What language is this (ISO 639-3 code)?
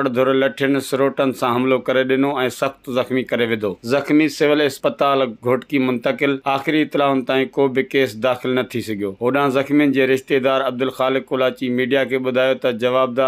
snd